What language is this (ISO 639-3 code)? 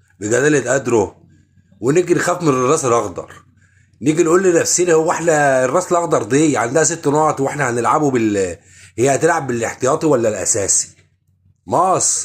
arz